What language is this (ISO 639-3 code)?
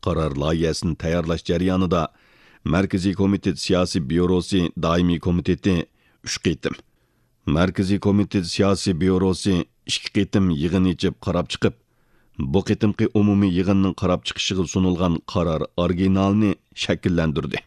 uig